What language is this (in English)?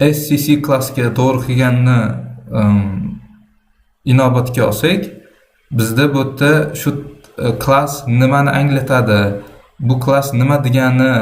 Uzbek